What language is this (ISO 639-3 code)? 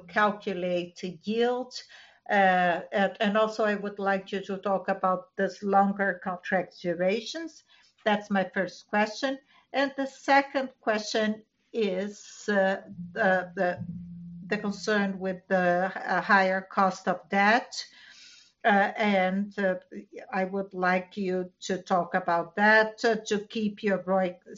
eng